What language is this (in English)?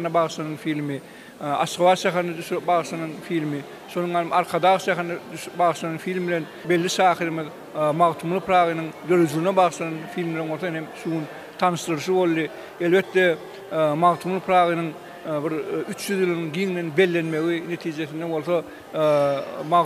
Turkmen